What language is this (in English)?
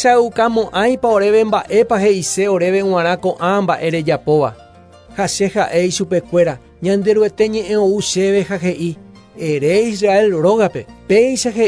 Guarani